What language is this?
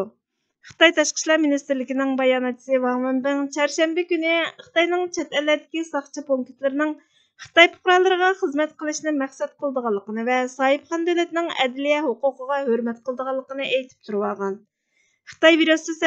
Uyghur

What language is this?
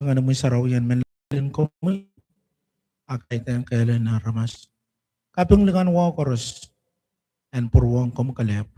Pohnpeian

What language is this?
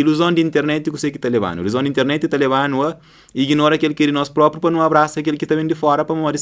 Kabuverdianu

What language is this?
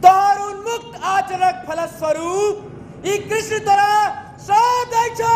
Maithili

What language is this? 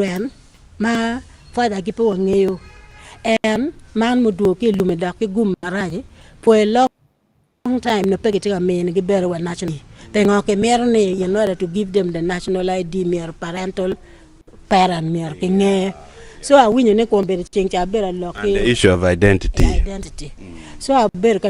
Acoli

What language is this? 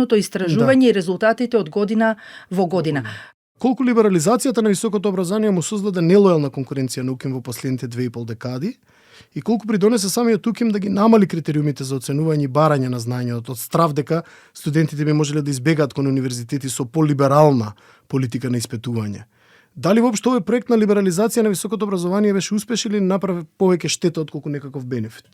Macedonian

